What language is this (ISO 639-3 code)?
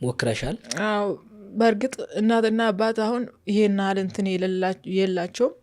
amh